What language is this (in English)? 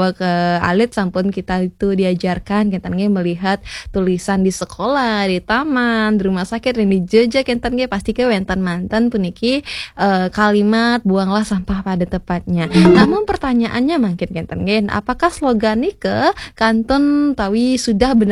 Balinese